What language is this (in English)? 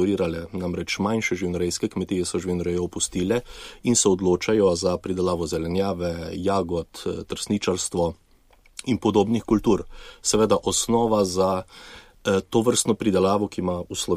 Slovenian